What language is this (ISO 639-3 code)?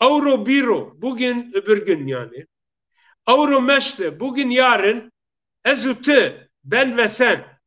zza